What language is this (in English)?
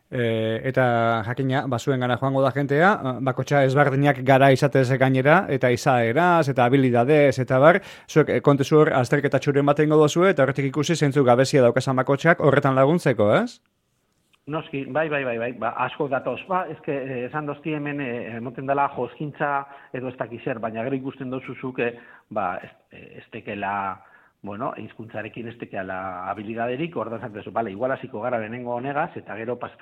Basque